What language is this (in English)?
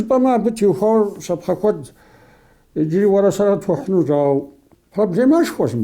Kabardian